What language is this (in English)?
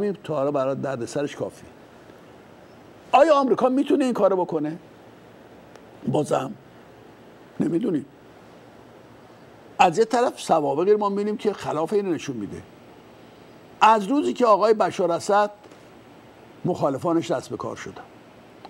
Persian